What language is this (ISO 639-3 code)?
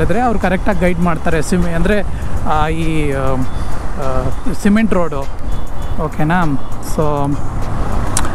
kan